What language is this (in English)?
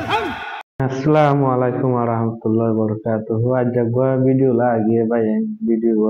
Rohingya